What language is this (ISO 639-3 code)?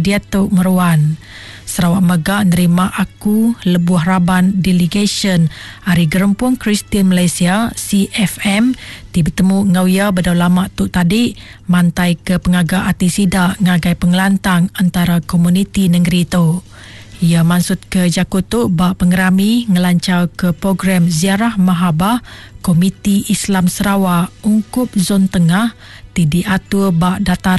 iba